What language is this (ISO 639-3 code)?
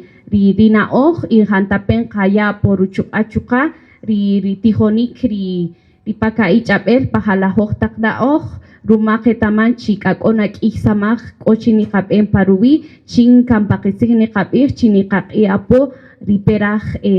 cak